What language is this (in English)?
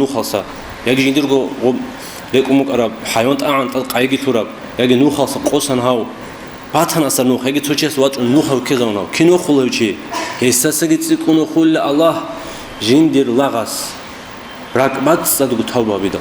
Avaric